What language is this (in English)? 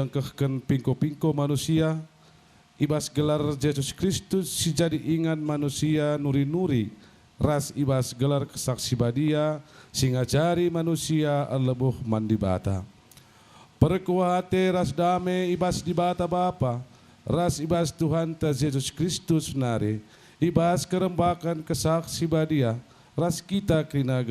Batak Karo